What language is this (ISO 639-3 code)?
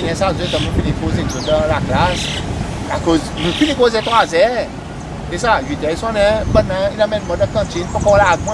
crs